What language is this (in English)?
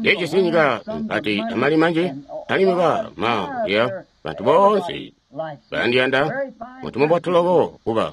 Tonga (Zambia)